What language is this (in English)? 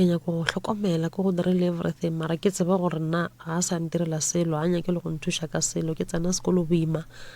Northern Sotho